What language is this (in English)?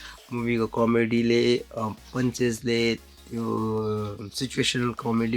Nepali